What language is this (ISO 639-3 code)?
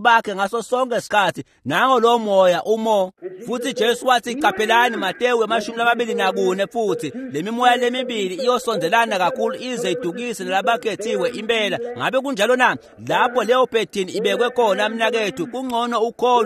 ssw